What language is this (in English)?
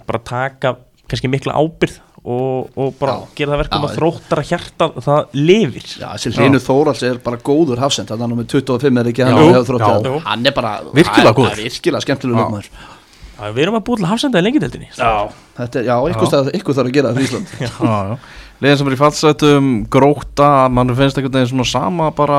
Icelandic